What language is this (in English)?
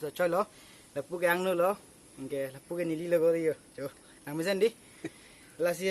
Karbi